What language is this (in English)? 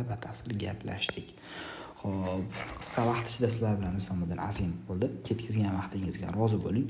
Uzbek